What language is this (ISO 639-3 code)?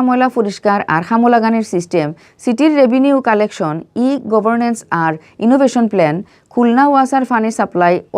syl